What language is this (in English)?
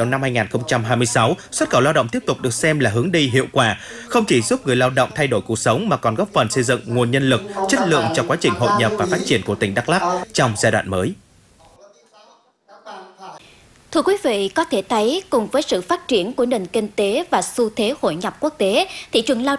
Vietnamese